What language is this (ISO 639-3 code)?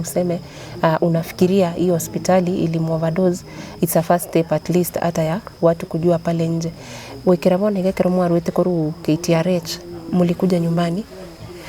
guz